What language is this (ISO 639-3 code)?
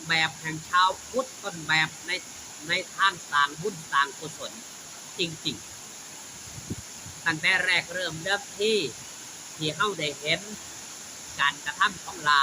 tts